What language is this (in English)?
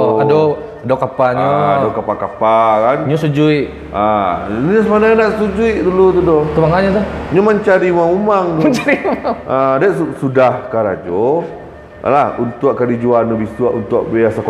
Minangkabau